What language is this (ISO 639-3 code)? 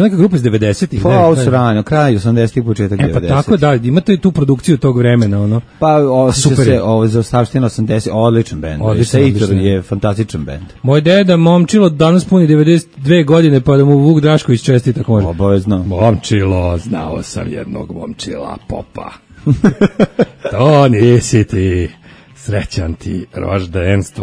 srp